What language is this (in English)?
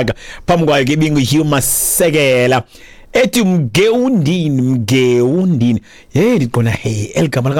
Xhosa